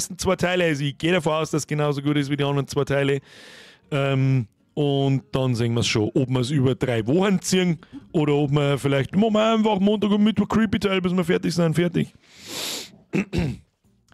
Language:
Bavarian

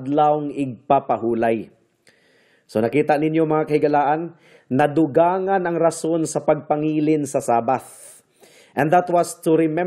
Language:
Cebuano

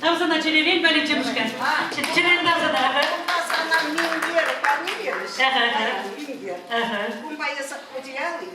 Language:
Chuvash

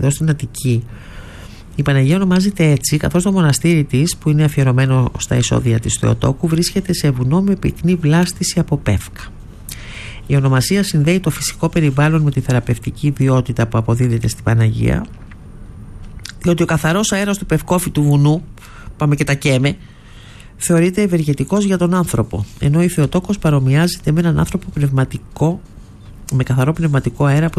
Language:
Greek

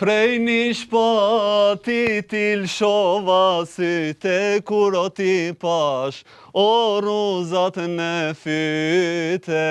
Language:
Albanian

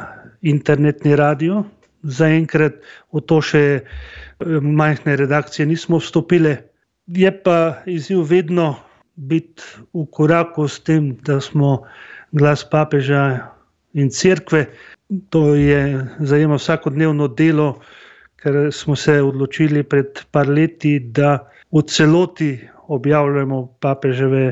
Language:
Slovenian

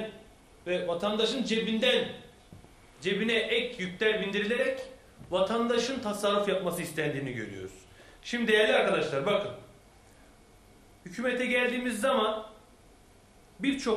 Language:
Turkish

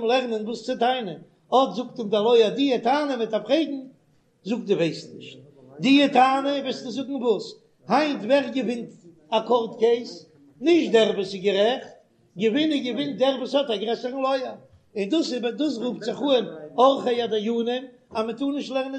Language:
Yiddish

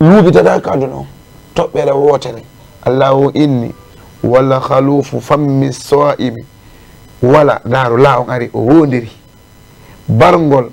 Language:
Fula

